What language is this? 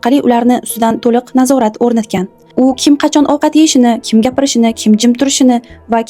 Uzbek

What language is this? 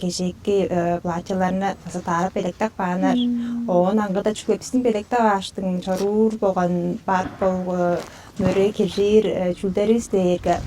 Tuvinian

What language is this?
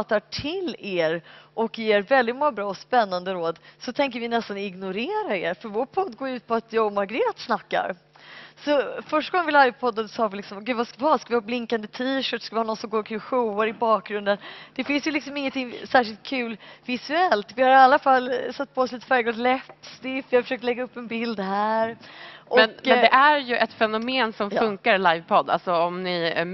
Swedish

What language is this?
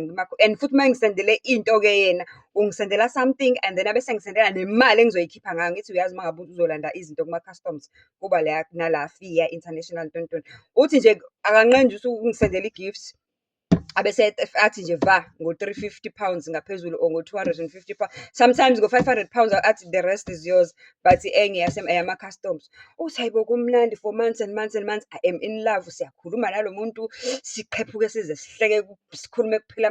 Zulu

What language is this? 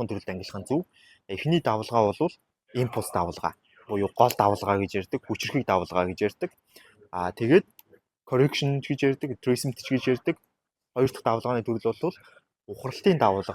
Mongolian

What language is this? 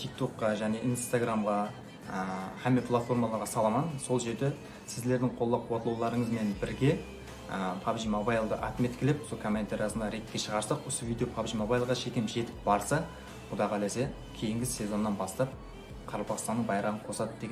Kara-Kalpak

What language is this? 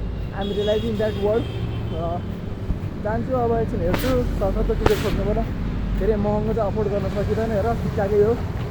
Nepali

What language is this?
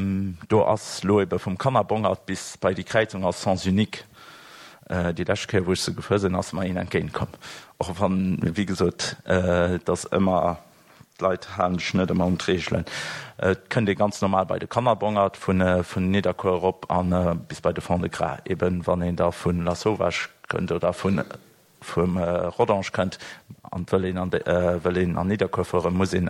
Luxembourgish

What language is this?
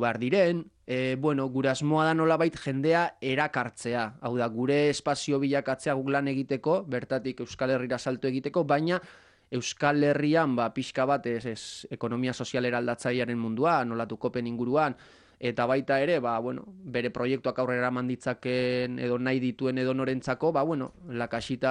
Basque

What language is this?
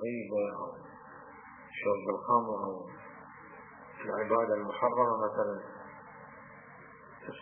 Arabic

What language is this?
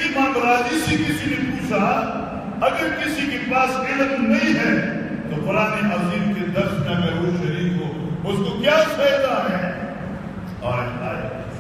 Urdu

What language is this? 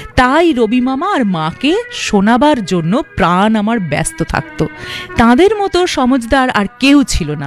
Bangla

